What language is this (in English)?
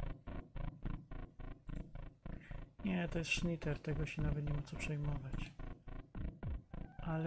Polish